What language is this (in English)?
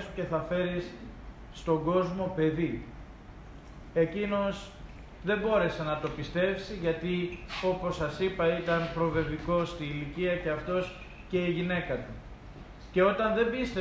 Greek